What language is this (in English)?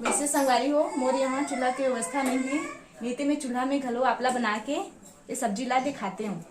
Chhattisgarhi